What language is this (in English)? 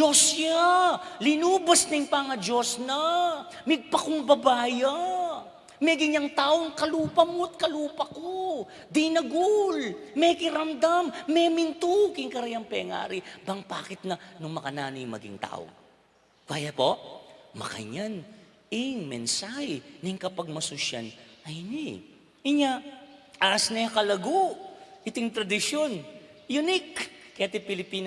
Pampanga